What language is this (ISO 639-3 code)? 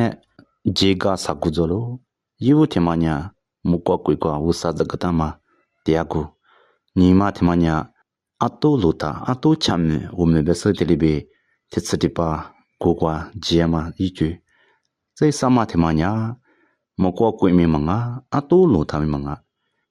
lis